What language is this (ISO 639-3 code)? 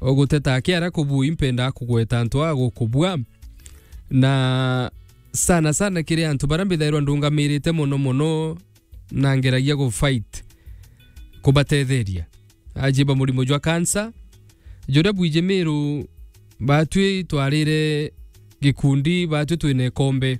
mer